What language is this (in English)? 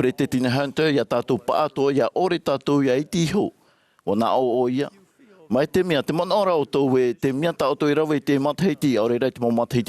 Tahitian